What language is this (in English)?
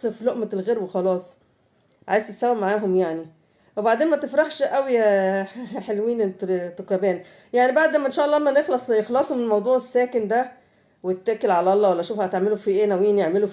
Egyptian Arabic